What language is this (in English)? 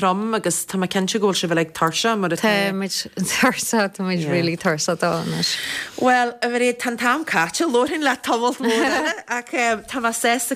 Irish